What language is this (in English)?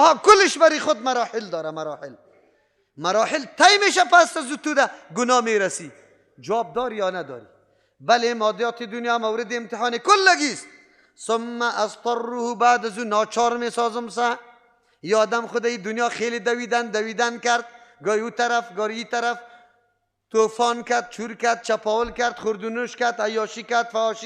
Persian